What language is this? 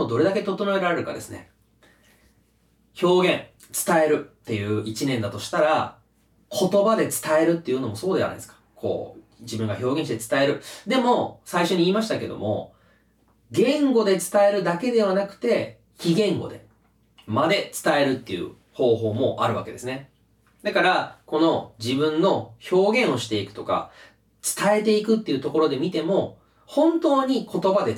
Japanese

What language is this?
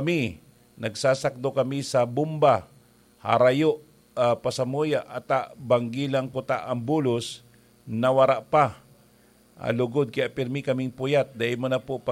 Bikol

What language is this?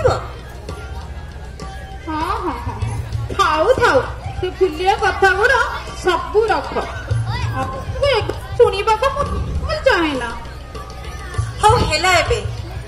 Odia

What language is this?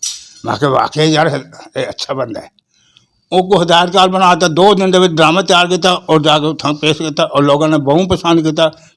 Western Panjabi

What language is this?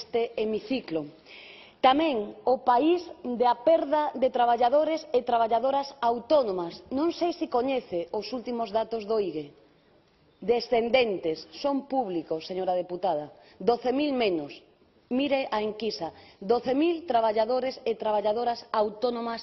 Galician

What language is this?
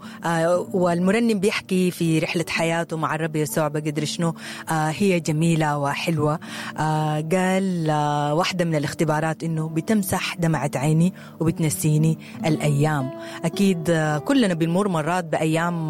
Sudanese Arabic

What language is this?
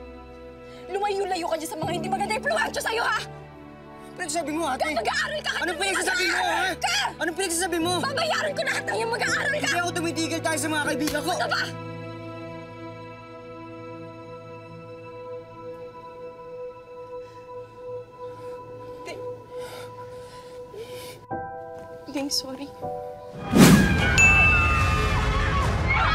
Filipino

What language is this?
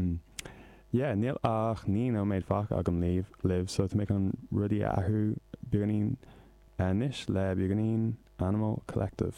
Irish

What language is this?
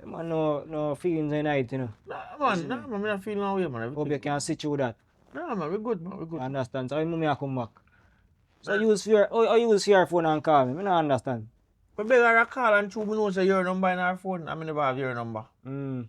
Jamaican Creole English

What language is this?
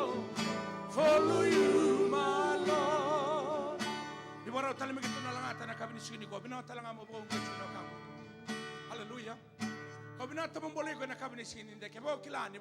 Fijian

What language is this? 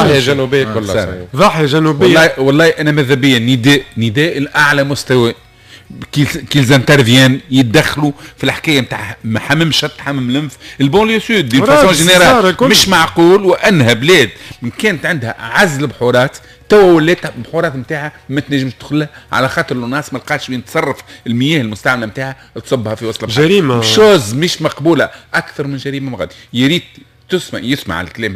Tunisian Arabic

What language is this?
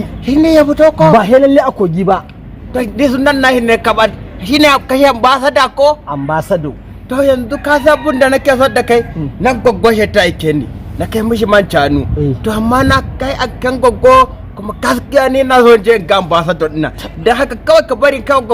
Hausa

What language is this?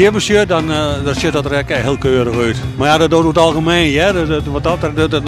Western Frisian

